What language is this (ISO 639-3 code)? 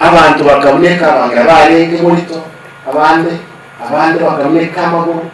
guz